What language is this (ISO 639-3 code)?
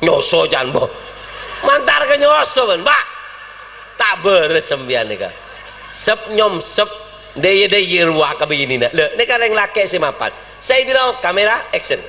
mad